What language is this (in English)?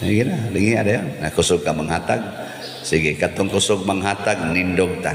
Cebuano